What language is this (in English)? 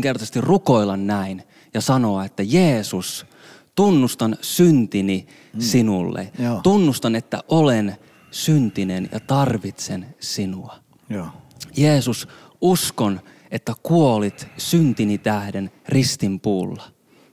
Finnish